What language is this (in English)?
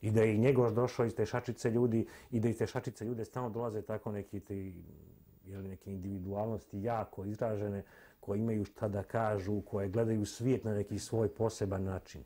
Serbian